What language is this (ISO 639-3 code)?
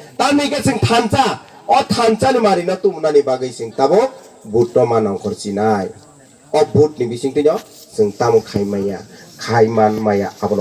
trp